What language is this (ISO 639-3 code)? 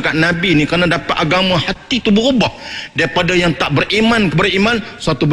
msa